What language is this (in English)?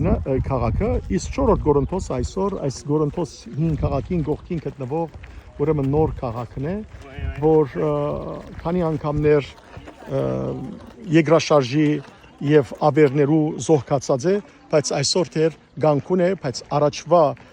Western Armenian